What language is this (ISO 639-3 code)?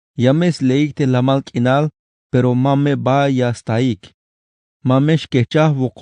tzh